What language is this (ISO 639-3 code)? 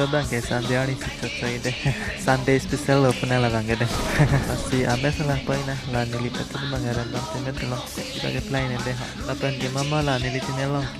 mjw